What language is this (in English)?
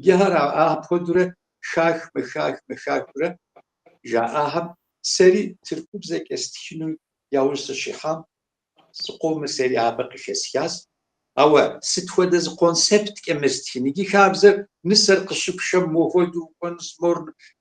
Kabardian